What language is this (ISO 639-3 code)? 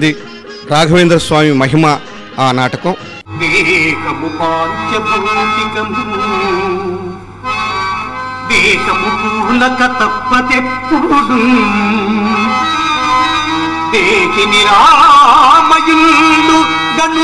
tel